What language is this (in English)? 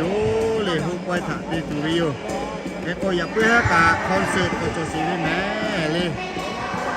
Lahu